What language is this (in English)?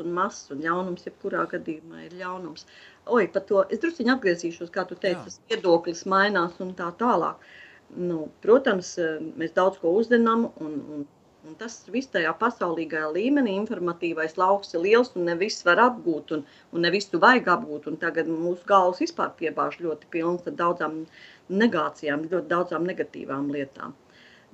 Latvian